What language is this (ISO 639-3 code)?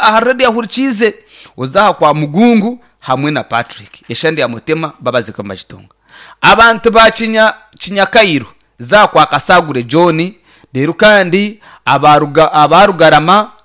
nyn